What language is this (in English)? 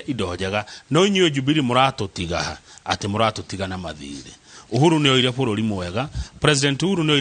Kikuyu